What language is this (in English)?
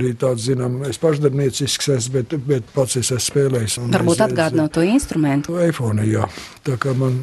Latvian